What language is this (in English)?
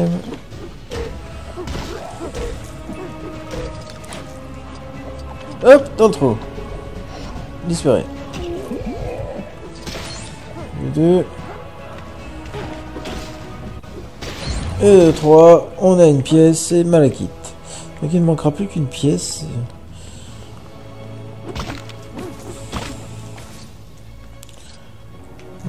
French